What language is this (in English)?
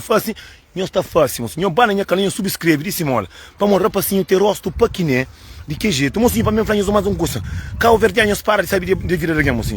Kabuverdianu